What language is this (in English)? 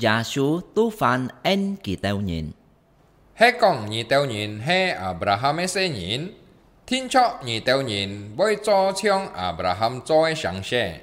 Hakka Chinese